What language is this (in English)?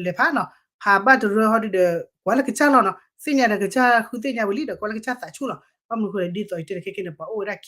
S'gaw Karen